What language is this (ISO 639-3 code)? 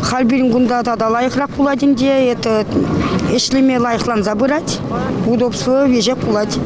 chv